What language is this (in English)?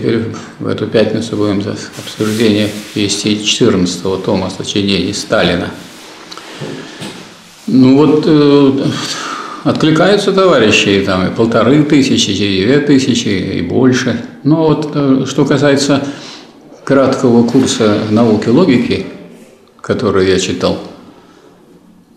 Russian